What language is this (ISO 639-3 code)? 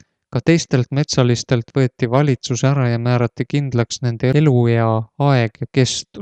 est